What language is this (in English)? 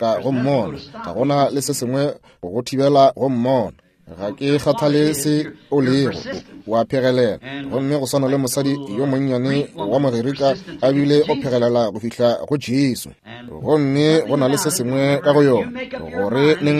Northern Sotho